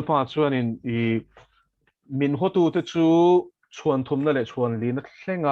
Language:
Mizo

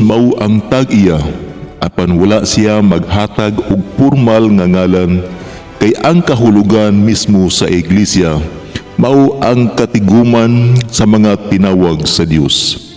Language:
Cebuano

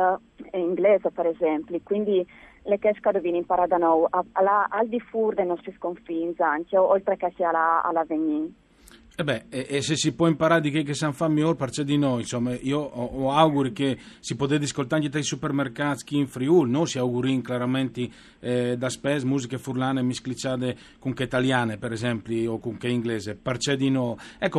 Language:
Friulian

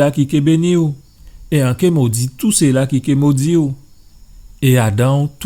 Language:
Guadeloupean Creole French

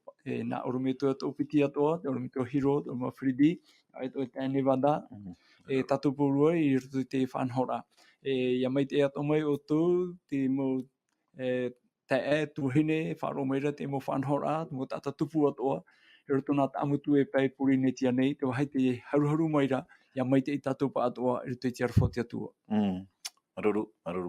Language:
Tahitian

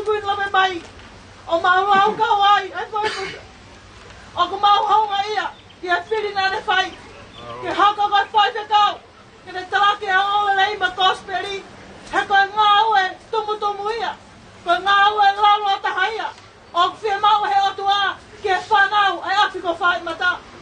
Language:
Tongan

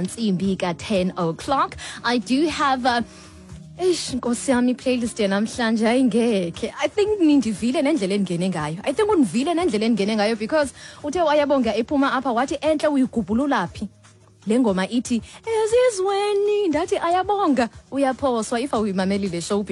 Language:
Xhosa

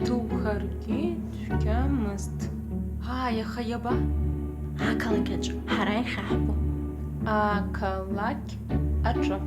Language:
Abkhazian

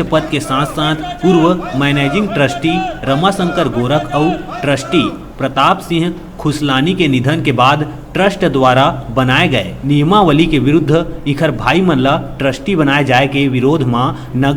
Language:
Chhattisgarhi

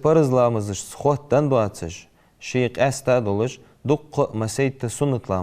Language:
Ingush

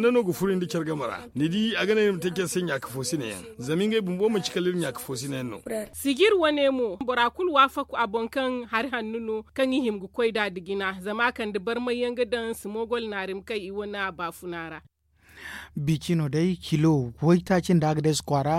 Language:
Zarma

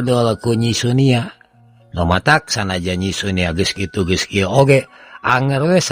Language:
Sundanese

